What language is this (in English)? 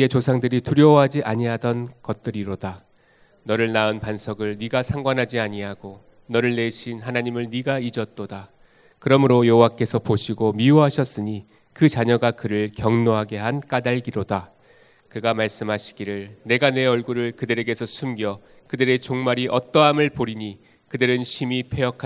Korean